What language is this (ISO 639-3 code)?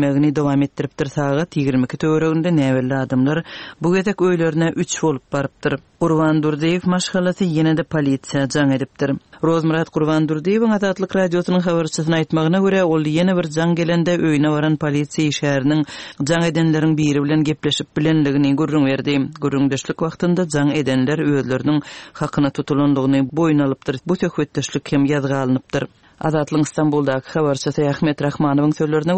tuk